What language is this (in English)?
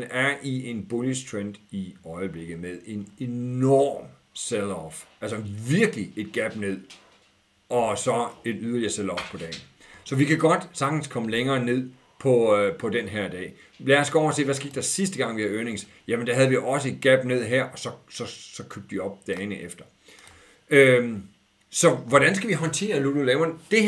Danish